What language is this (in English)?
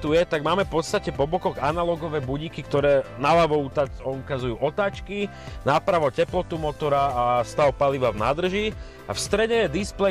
Slovak